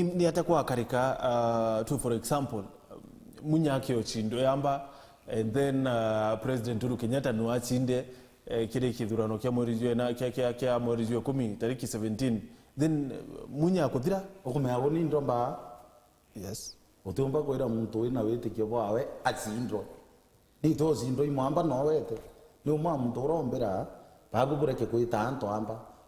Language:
Meru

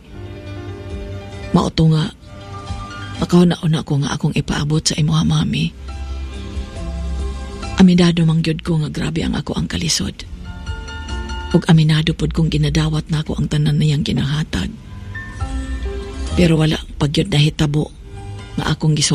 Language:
Cebuano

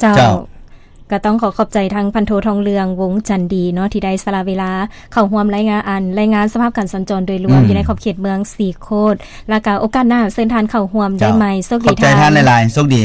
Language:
Lao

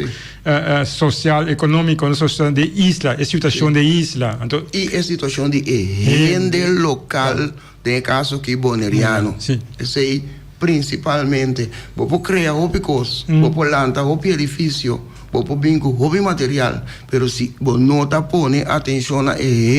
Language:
Papiamento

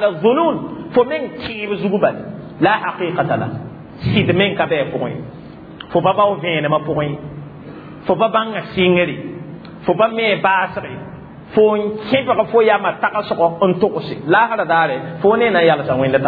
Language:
Mossi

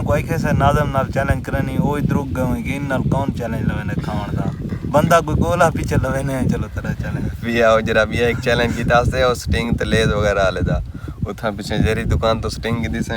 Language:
Saraiki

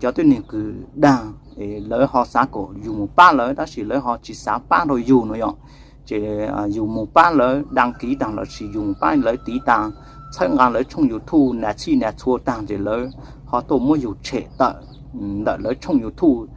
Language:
Hmong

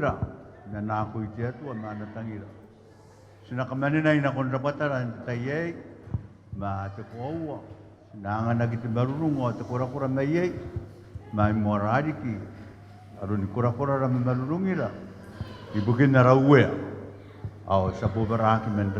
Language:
Gilbertese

